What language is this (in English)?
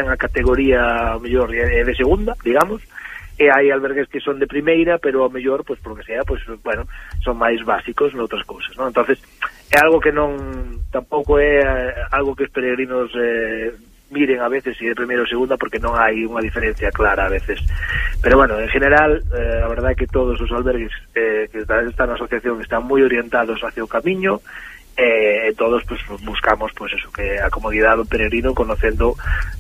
Galician